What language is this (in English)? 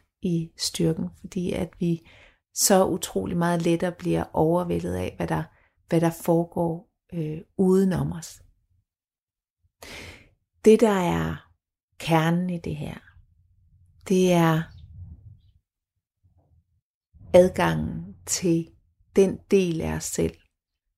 Danish